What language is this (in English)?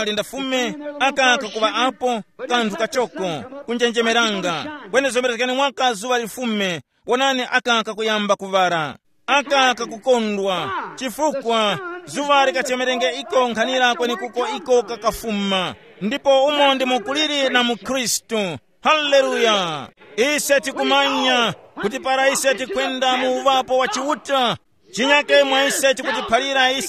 Tumbuka